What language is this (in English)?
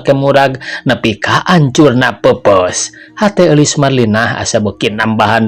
Sundanese